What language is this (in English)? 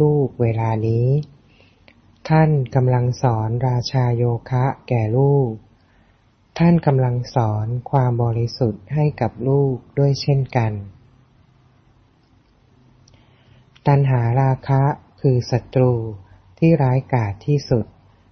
Thai